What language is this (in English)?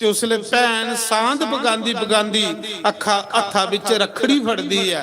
Dogri